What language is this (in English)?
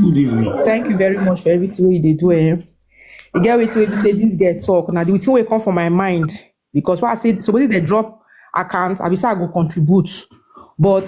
Nigerian Pidgin